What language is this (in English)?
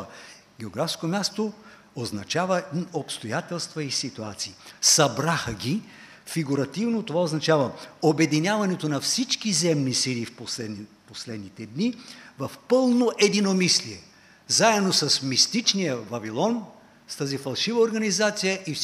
Bulgarian